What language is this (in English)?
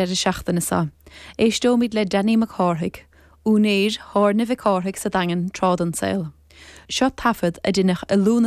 Irish